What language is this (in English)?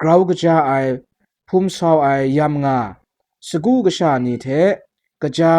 Kachin